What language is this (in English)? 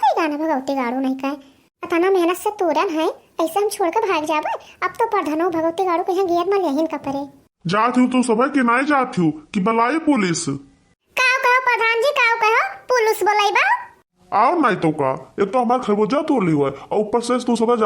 Awadhi